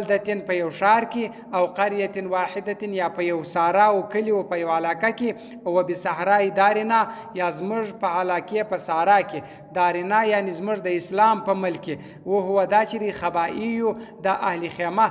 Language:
Pashto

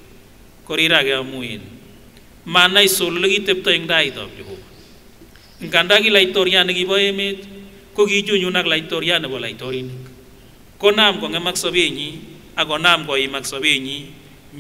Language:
Kipsigis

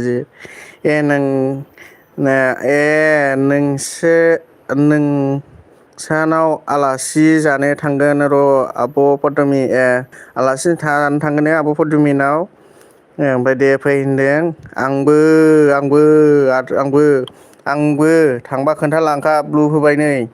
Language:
Bodo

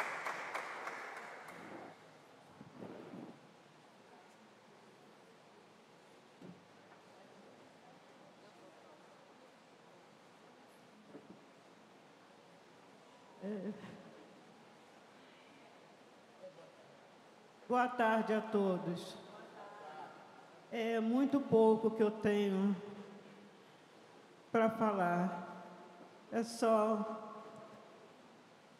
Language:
Portuguese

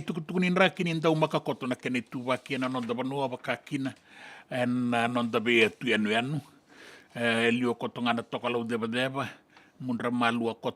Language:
Fijian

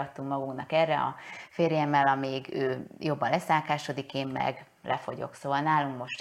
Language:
Hungarian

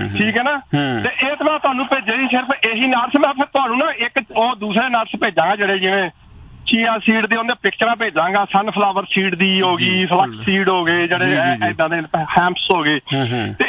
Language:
Punjabi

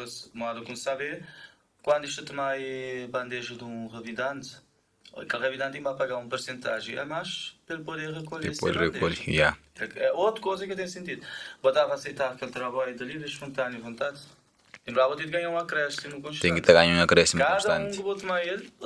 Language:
Kabuverdianu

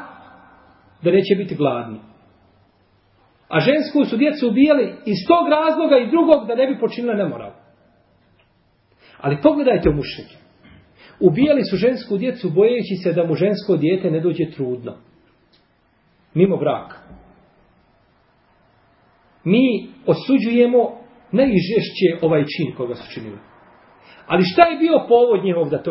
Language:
Bosnian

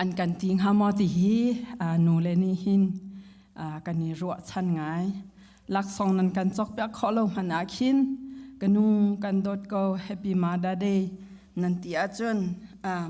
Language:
Hakha Chin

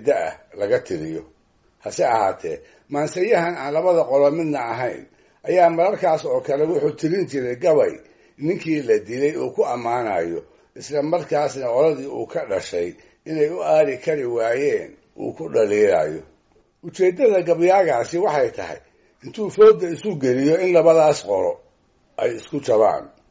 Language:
Somali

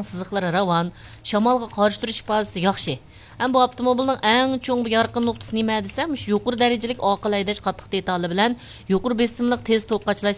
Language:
Uyghur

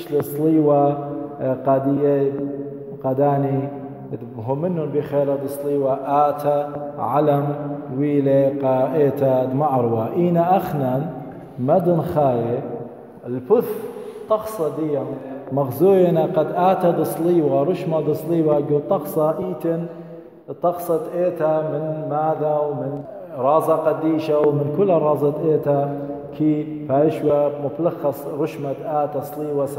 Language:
Assyrian Neo-Aramaic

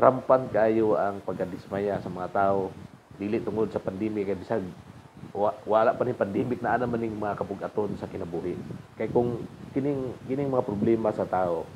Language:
Cebuano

